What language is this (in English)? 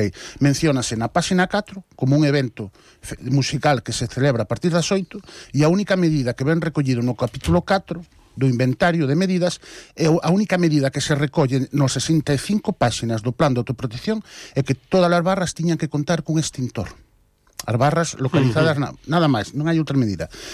Galician